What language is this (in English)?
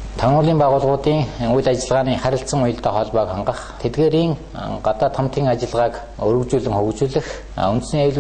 Mongolian